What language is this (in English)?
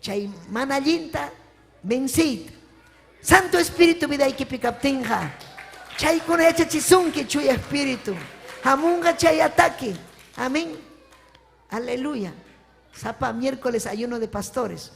Ayacucho Quechua